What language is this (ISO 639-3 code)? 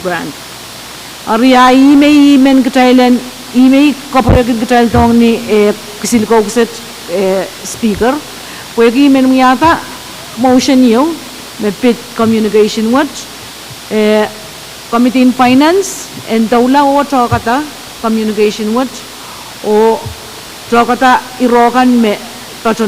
pon